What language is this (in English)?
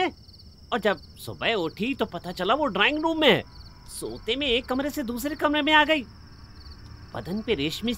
Hindi